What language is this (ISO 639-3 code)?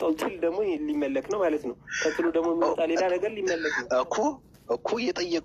amh